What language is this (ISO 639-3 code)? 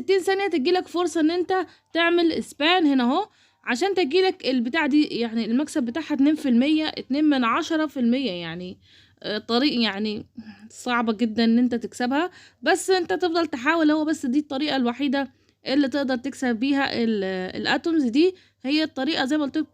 arz